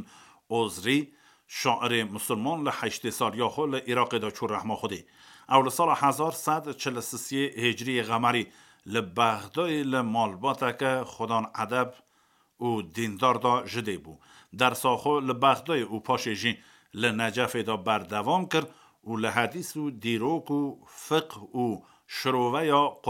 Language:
Kurdish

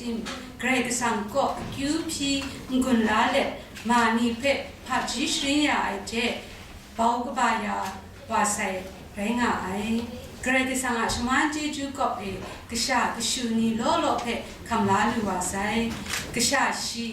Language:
Kachin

